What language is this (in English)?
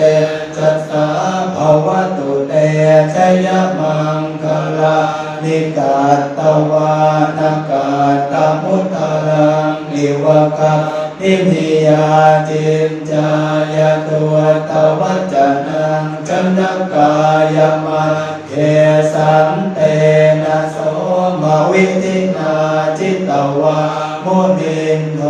Pali